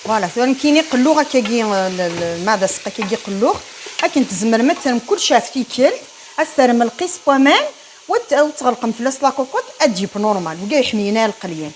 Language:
Kabyle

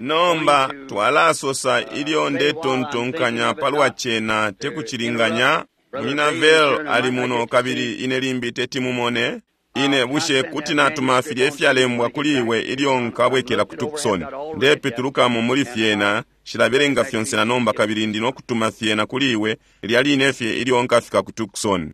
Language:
Bemba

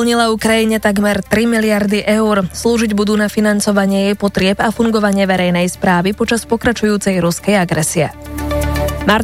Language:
Slovak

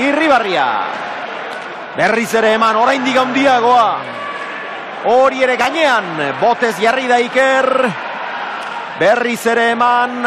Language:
Basque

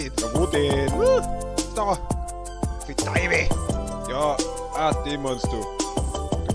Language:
Bavarian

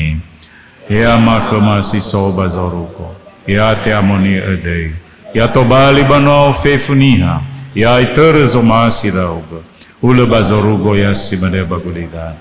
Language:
Nias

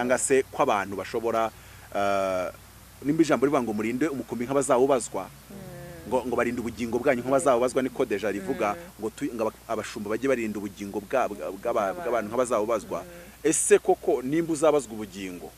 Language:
Kinyarwanda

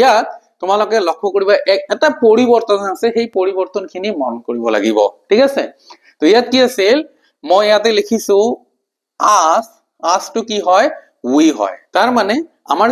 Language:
Assamese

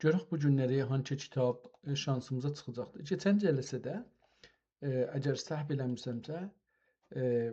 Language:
South Azerbaijani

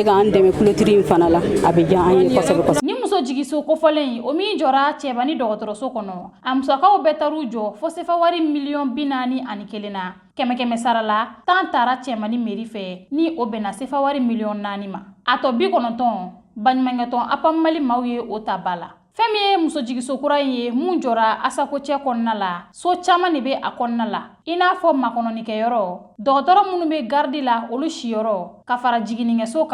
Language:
Bambara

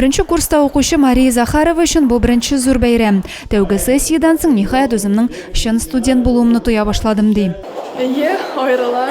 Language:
Tatar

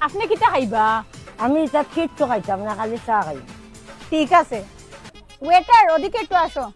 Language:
Sylheti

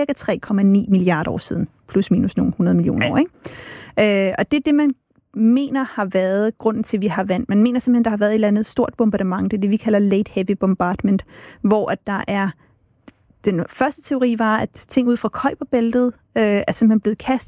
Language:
Danish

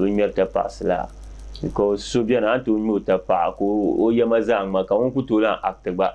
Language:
Dagbani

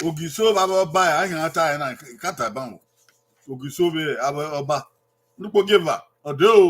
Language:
Bini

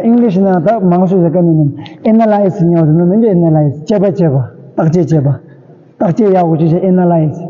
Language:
Tibetan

